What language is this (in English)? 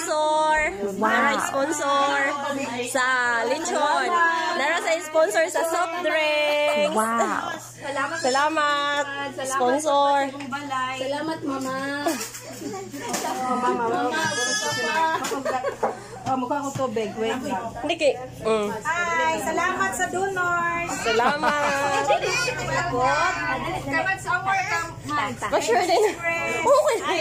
Cebuano